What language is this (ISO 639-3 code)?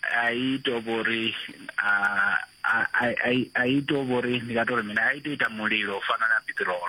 ven